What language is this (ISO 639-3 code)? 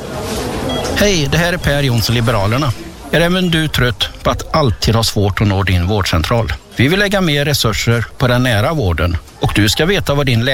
swe